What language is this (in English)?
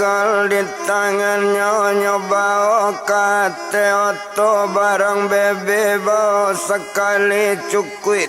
Minangkabau